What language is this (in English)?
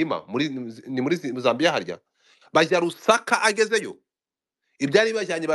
Kinyarwanda